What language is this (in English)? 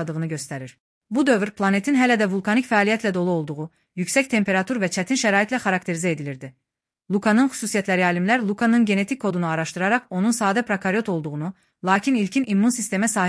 Azerbaijani